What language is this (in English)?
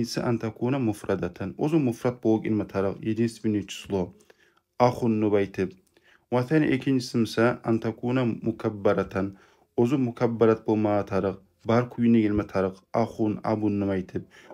Kumyk